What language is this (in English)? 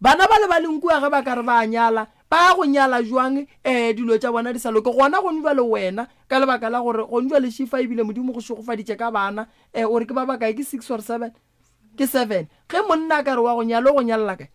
Northern Sotho